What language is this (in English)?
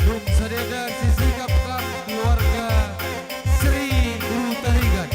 Batak Karo